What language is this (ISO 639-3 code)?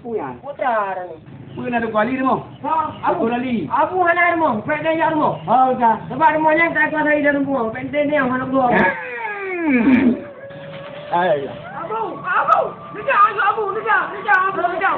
ace